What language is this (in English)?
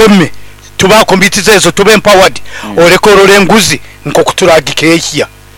Nyoro